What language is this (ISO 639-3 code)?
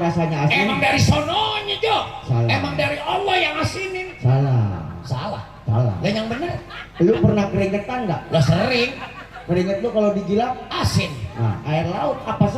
bew